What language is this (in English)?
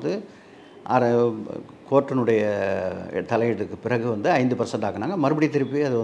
Tamil